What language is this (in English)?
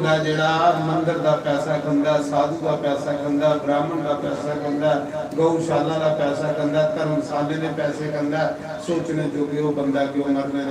Dogri